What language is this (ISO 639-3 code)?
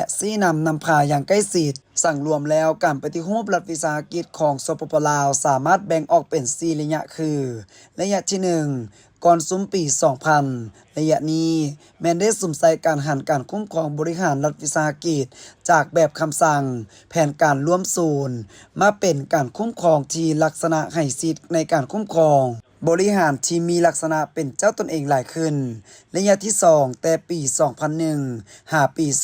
lao